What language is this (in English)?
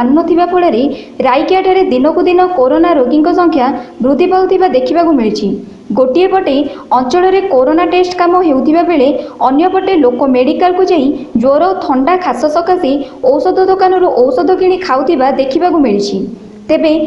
Odia